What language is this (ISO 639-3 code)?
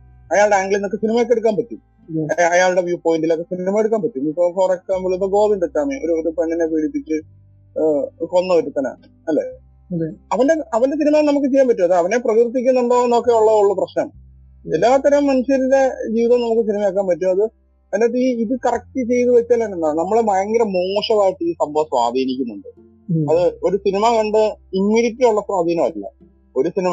mal